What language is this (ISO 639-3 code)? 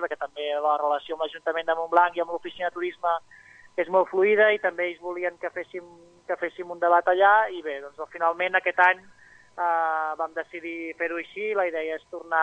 cat